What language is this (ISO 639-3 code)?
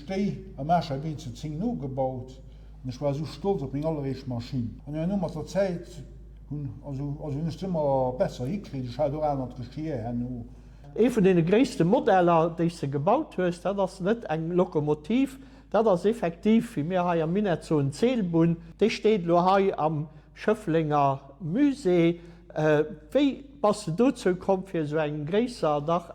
ltz